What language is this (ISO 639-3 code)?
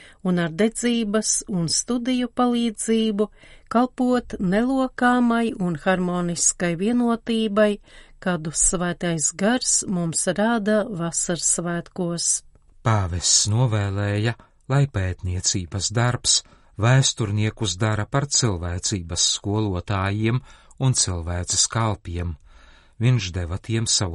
lav